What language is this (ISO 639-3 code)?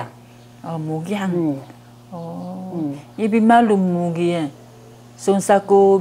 trv